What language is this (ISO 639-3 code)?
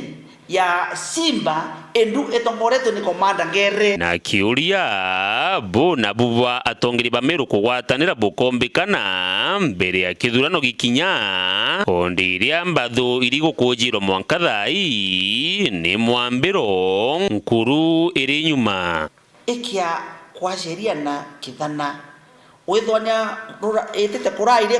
mer